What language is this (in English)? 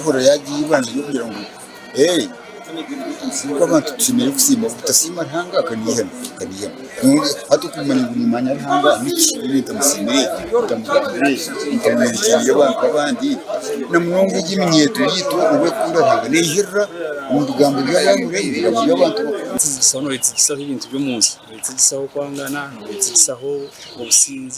Nyankole